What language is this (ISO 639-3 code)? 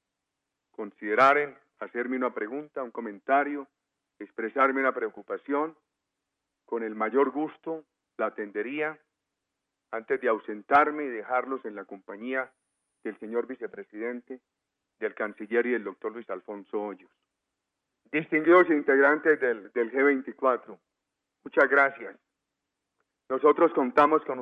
spa